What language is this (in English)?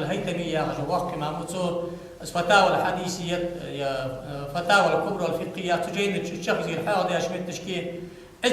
Ingush